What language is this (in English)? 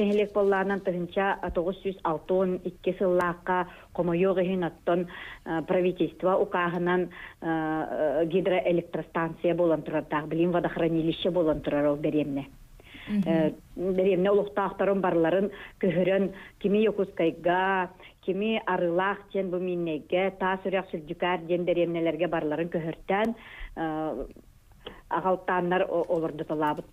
Yakut